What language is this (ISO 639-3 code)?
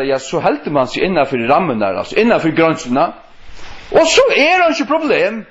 fao